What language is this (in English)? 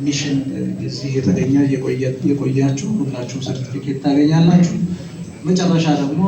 Amharic